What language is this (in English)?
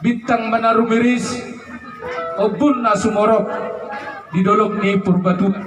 Batak Toba